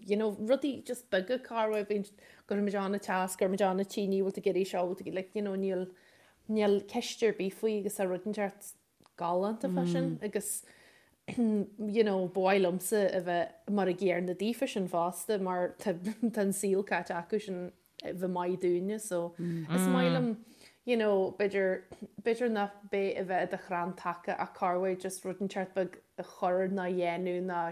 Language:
Irish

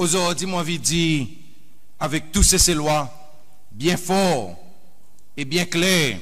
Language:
Seselwa Creole French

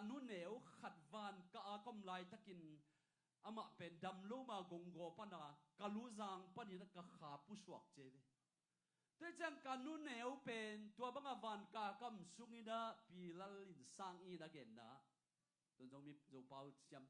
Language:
Tedim Chin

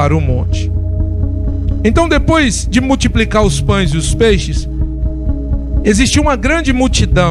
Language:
Portuguese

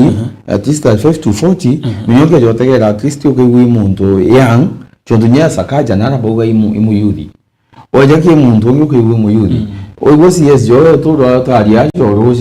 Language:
Meru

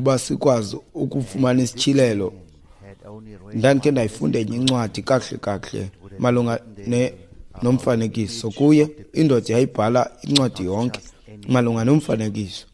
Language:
Xhosa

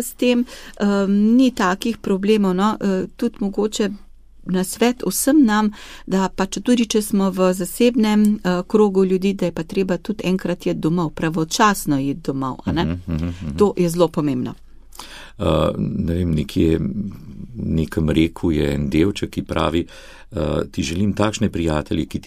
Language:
Slovenian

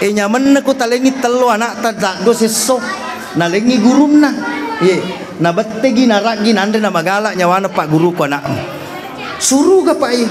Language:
Buginese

